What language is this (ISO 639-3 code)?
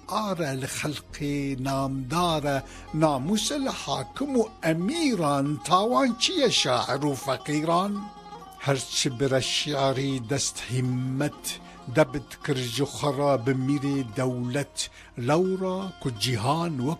kur